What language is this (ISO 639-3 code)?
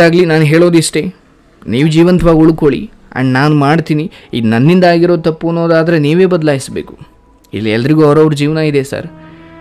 kan